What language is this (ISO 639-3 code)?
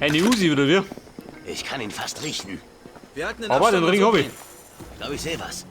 bar